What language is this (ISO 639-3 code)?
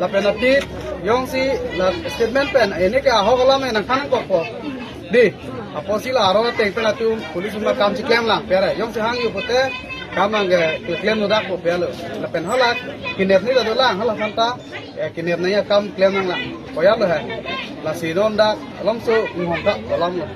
mjw